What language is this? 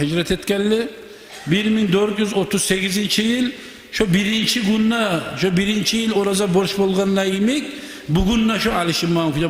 Kumyk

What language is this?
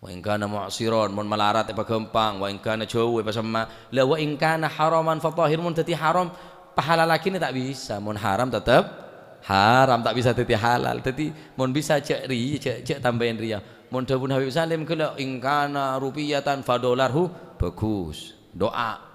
Madurese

